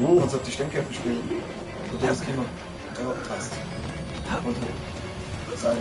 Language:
Bavarian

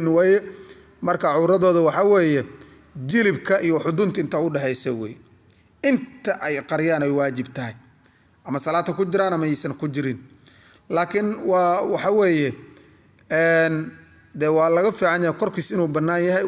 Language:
Somali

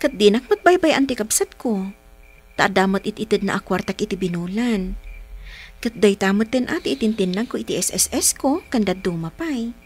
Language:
Iloko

